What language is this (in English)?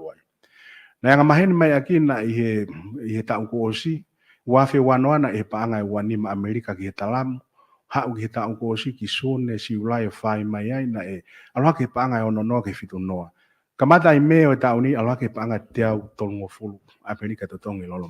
Tongan